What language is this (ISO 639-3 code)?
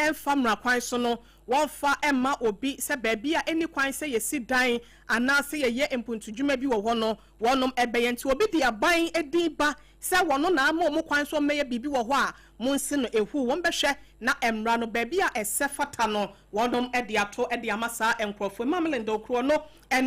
aka